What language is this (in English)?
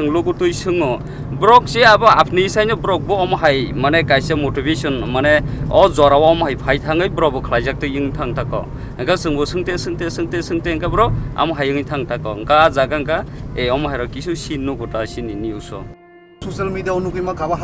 Kok Borok